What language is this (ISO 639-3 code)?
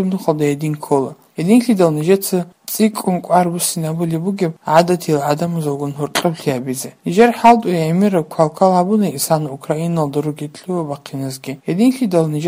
ava